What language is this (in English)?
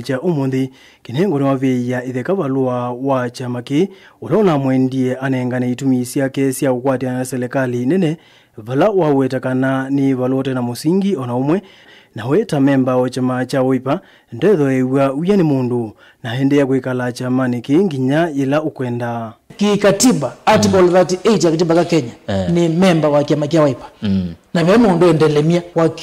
Kamba